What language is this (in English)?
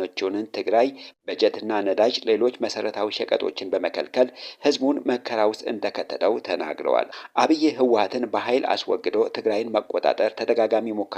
Amharic